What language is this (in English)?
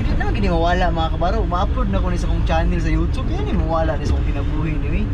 Cebuano